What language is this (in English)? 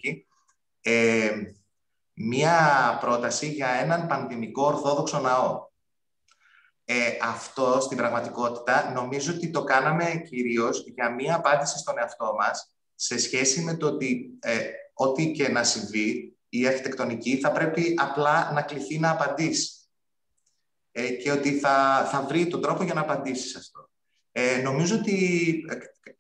Greek